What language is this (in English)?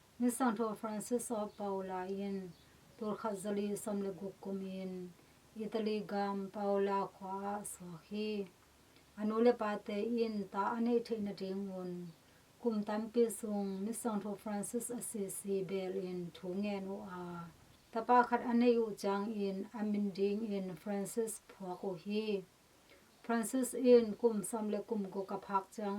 Tedim Chin